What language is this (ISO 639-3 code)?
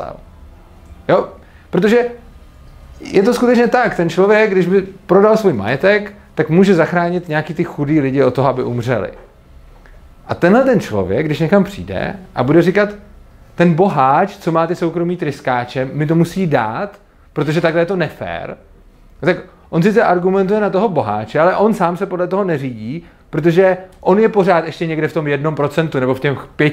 ces